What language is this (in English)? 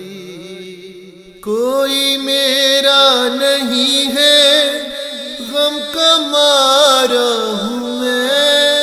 Urdu